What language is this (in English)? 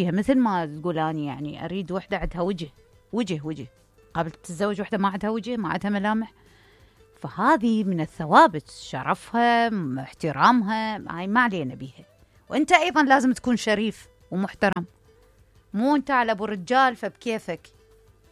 Mesopotamian Arabic